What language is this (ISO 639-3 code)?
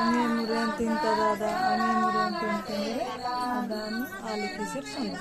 wsg